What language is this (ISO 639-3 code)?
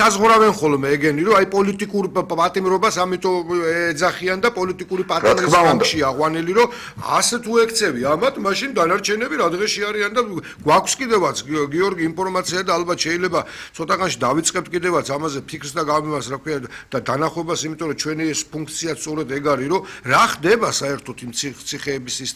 kat